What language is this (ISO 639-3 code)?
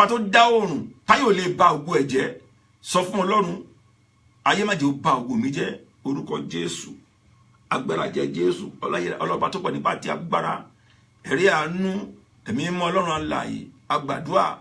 yor